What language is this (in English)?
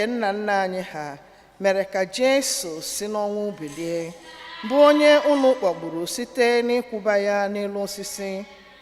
Igbo